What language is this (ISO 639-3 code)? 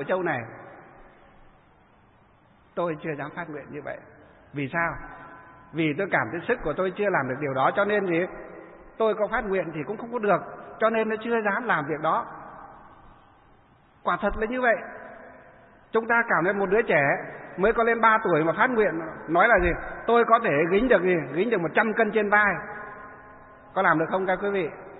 vie